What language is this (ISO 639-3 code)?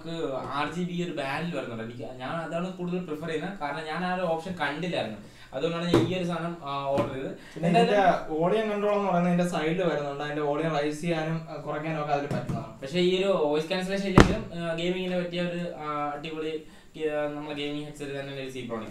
mal